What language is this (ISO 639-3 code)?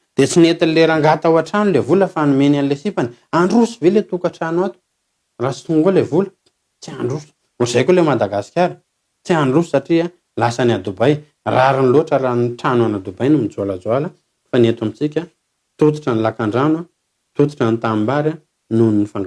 mlg